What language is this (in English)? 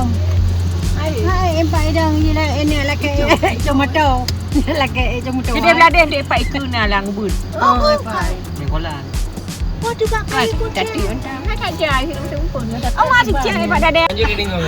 Achinese